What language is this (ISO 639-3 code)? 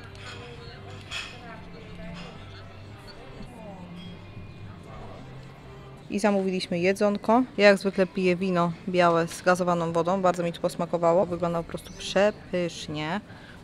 pol